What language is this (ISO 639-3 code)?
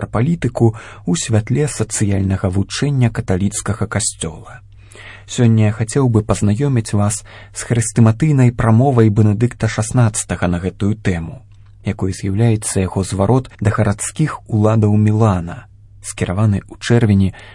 bel